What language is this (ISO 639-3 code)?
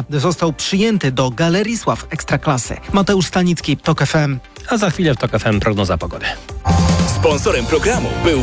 pol